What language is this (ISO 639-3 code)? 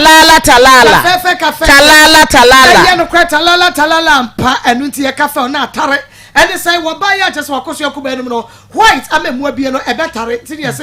aka